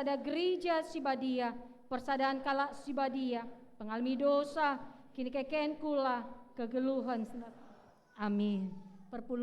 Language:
Batak Karo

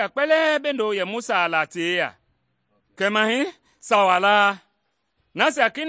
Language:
Mende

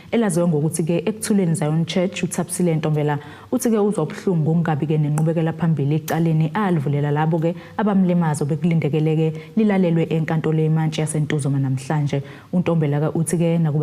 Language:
Zulu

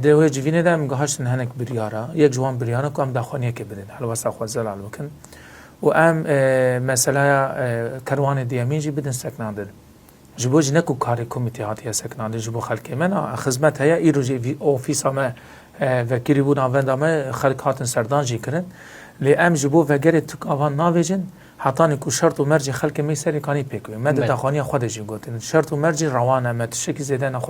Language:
Kurdish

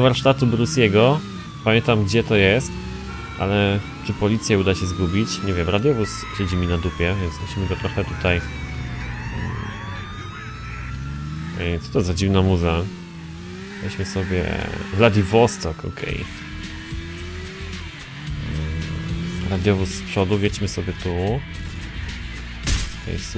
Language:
Polish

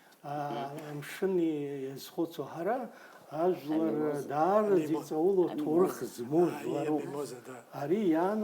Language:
Abkhazian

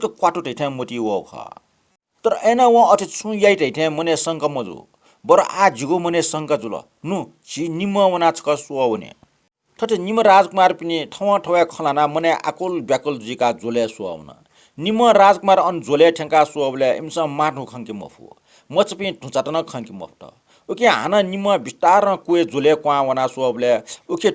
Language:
Newari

